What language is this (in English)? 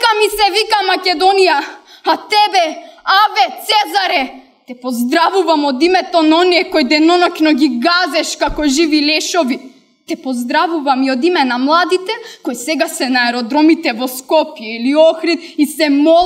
Macedonian